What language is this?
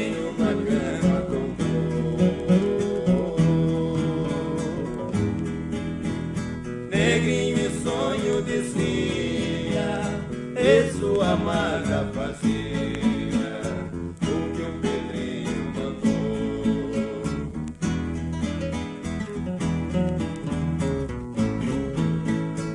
Portuguese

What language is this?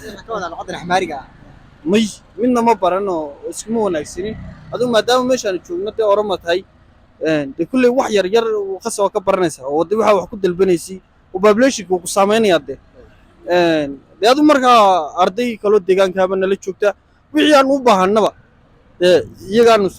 Somali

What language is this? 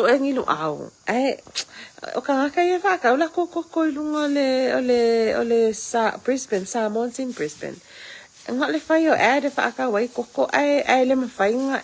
Samoan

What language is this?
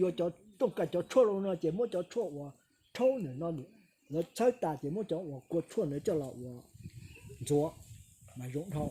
Hmong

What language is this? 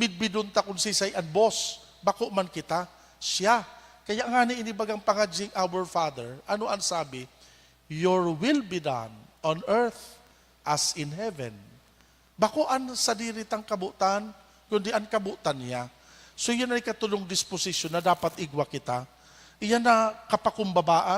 Bikol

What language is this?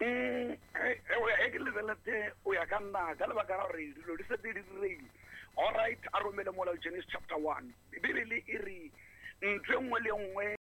Tsonga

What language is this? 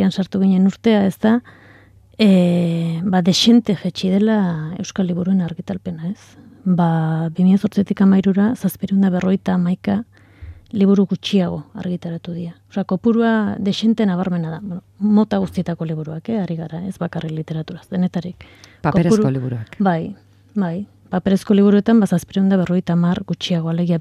Basque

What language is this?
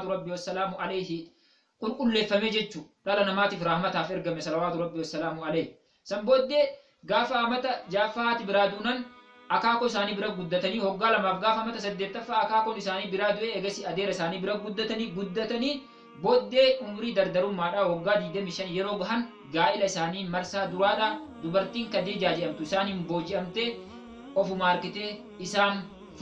Oromo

